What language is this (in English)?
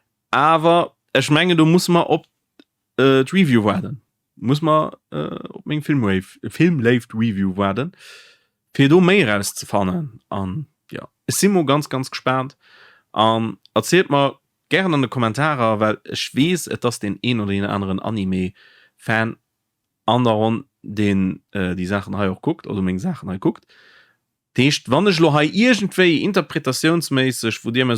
Luxembourgish